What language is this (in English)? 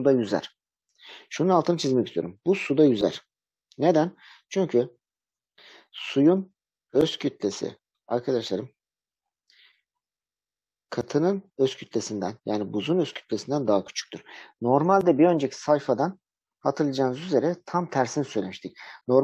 Turkish